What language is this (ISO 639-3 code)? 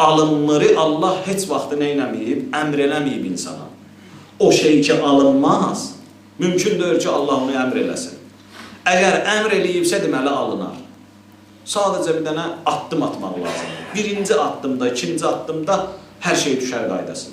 aze